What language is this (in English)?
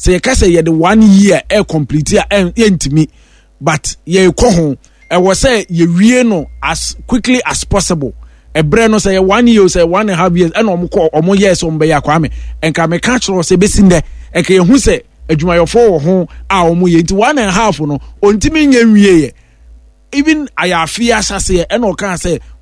Akan